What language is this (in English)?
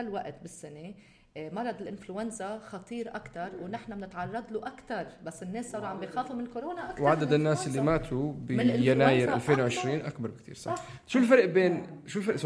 North Levantine Arabic